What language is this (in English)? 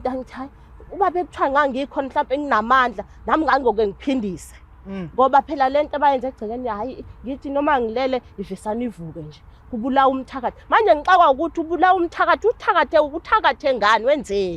Zulu